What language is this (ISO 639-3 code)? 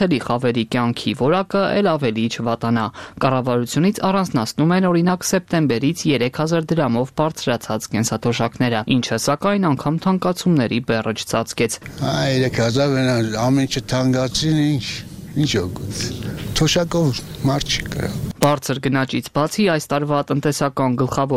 hye